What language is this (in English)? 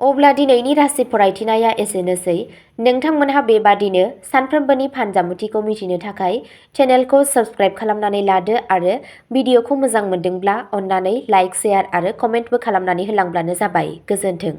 Bodo